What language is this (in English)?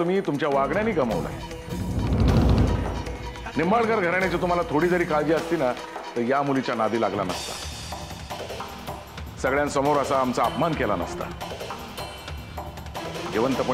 Marathi